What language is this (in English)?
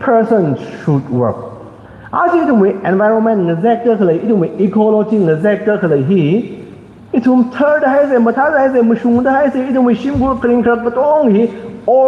Tangkhul Naga (India)